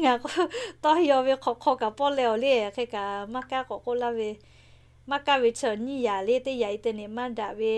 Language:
Lahu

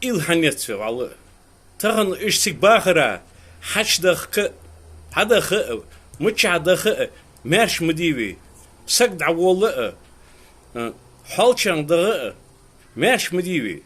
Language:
Ingush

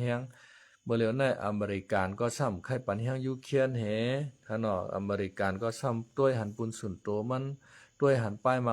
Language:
Shan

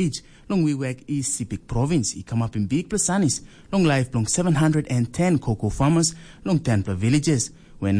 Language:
Tok Pisin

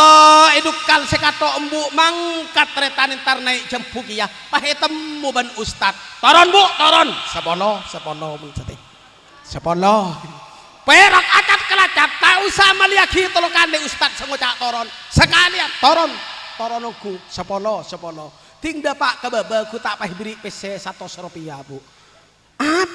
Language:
Madurese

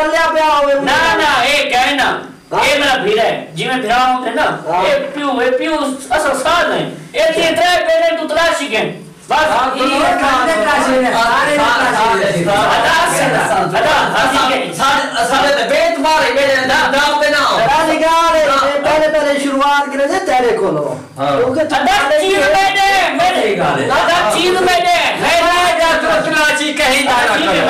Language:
Saraiki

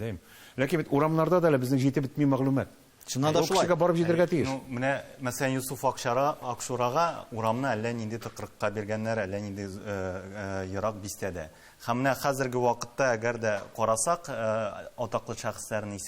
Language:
Tatar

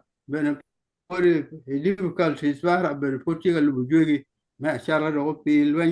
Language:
Acoli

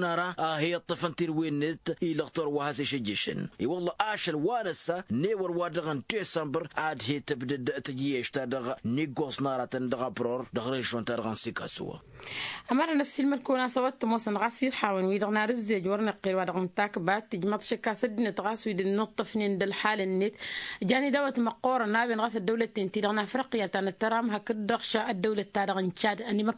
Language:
Tamasheq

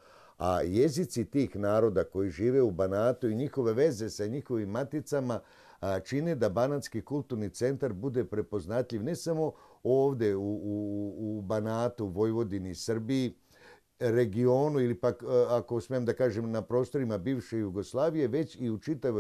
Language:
Serbian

